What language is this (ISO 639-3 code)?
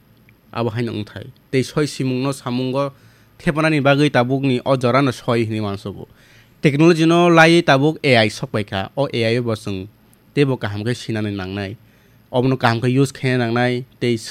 trp